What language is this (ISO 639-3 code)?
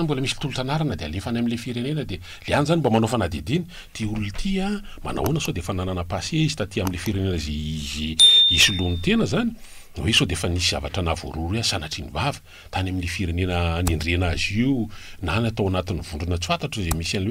mlg